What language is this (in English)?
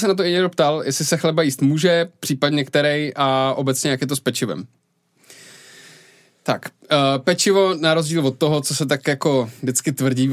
Czech